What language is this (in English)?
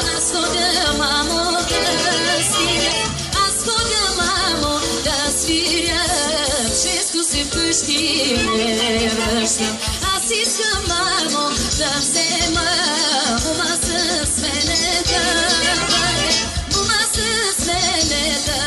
Bulgarian